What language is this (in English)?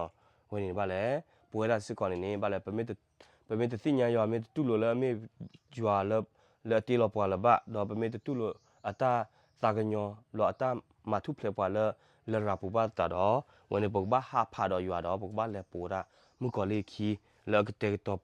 S'gaw Karen